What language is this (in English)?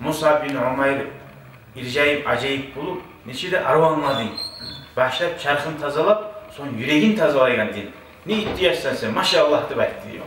Kumyk